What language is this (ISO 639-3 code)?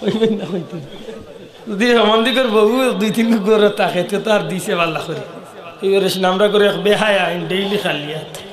syl